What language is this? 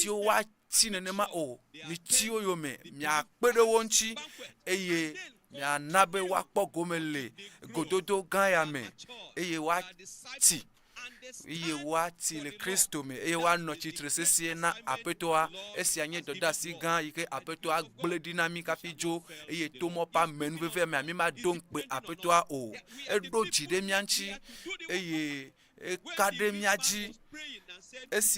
Ewe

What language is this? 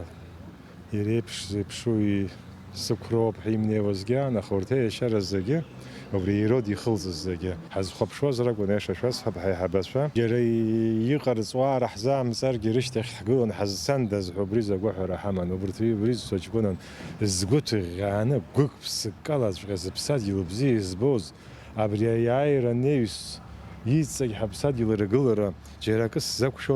Abkhazian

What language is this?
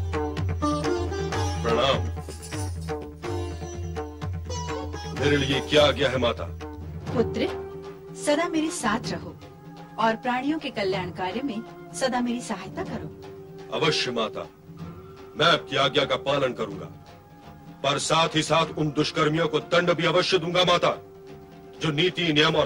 Hindi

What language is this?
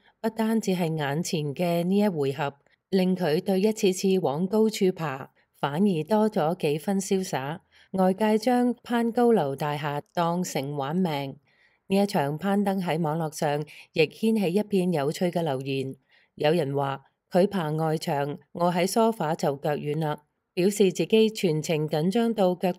Cantonese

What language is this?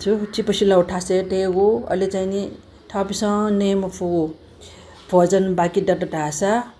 Newari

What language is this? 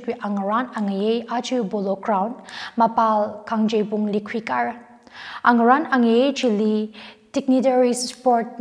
Tangkhul Naga (India)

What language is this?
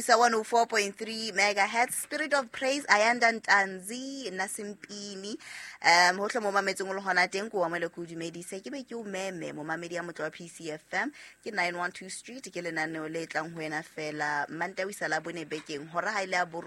Southern Sotho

